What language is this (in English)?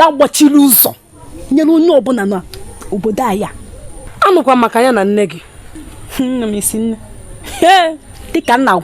Igbo